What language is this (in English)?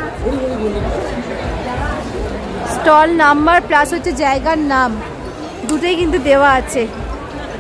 Bangla